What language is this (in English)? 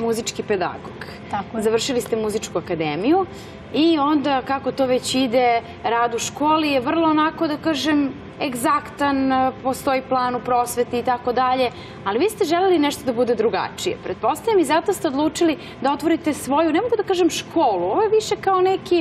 Serbian